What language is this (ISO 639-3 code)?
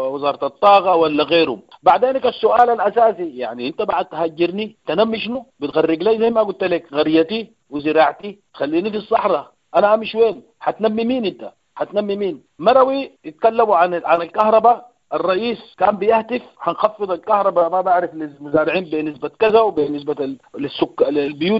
apd